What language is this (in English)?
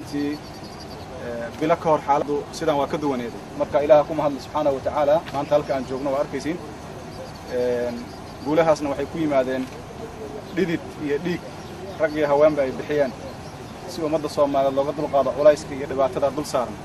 Somali